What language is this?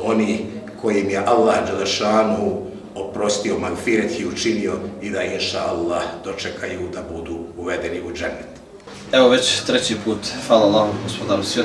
Bosnian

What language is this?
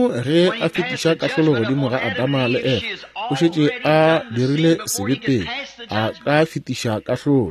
Northern Sotho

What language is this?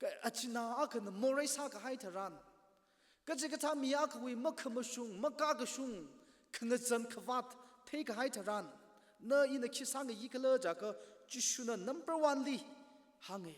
Tangkhul Naga (India)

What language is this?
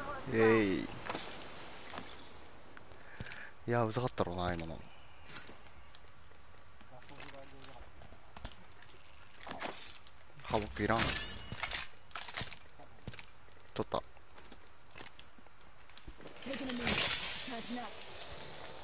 Japanese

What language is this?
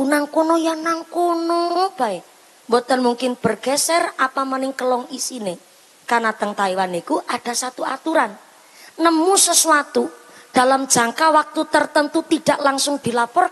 Javanese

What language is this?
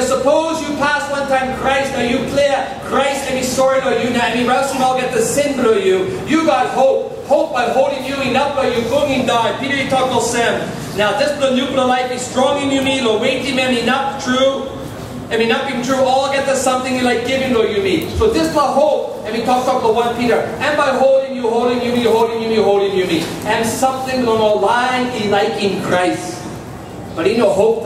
Tok Pisin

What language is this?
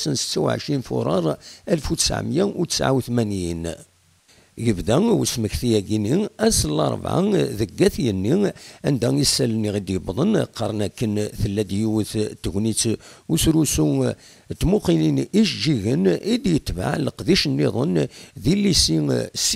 Kabyle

